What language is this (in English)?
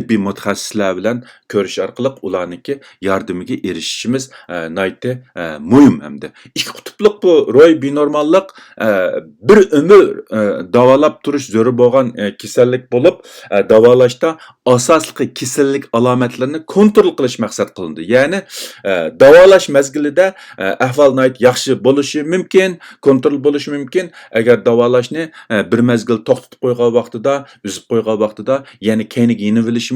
Uyghur